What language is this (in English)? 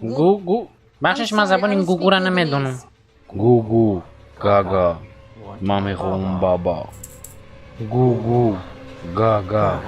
Tajik